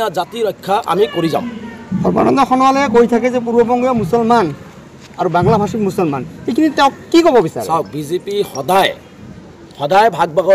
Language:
Assamese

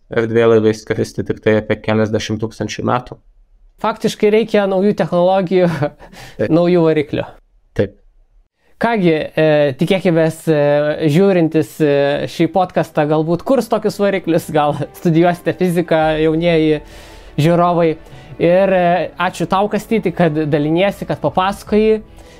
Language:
Lithuanian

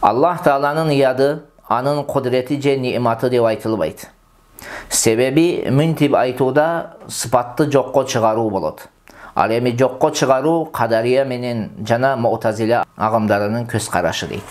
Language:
Kyrgyz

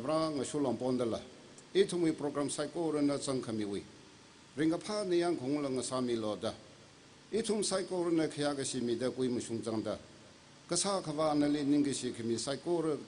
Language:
Tangkhul Naga (India)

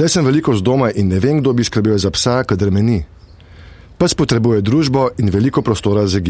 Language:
Slovenian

